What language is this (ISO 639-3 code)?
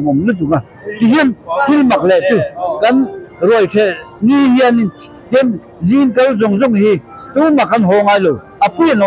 lus